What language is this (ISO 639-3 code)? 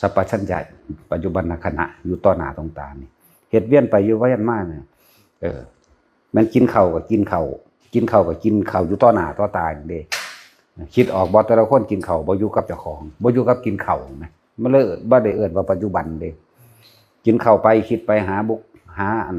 tts